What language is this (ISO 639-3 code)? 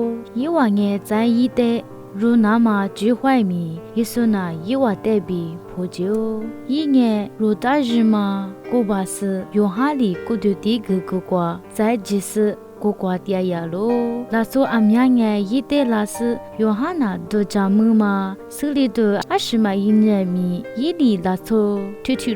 lis